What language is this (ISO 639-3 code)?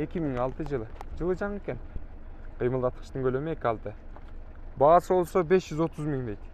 kir